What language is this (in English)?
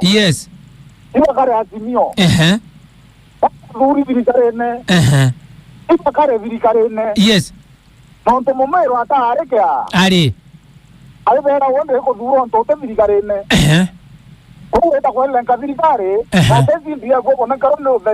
Meru